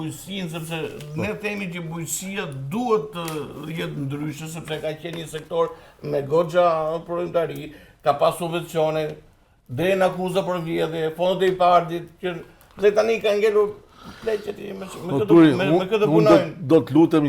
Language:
Albanian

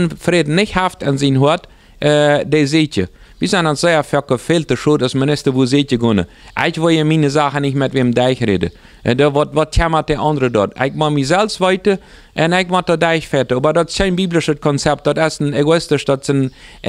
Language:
Plautdietsch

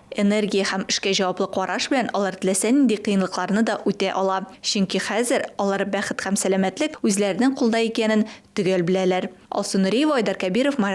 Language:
Tatar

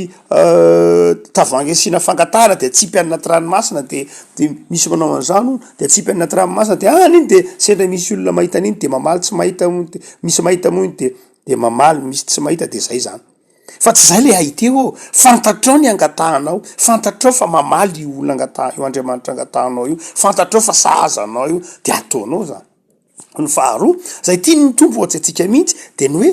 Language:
Malagasy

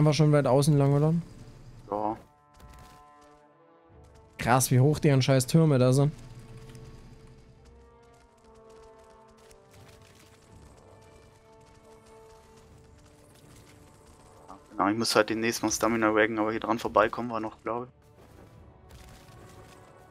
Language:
German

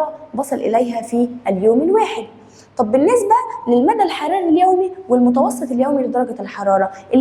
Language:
Egyptian Arabic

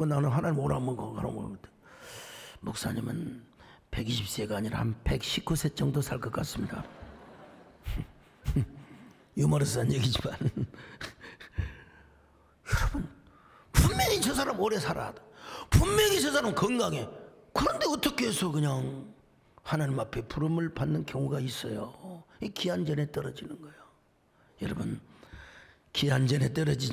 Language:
Korean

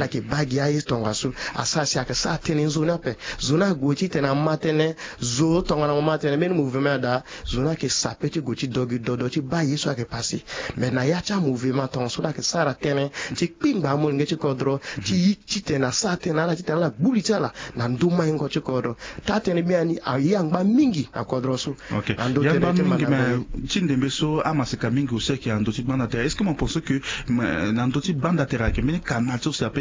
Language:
Sango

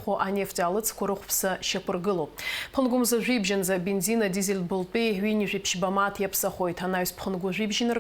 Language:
Abkhazian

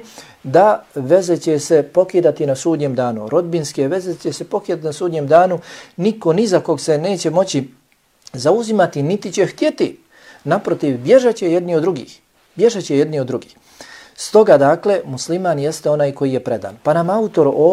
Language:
Bosnian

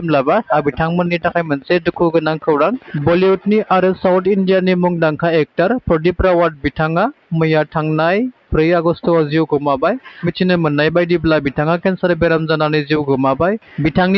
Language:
Bodo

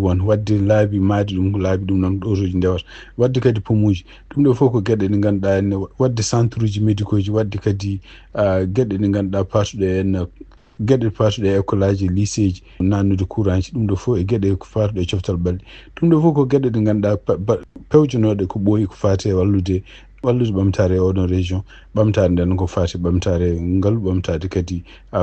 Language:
Fula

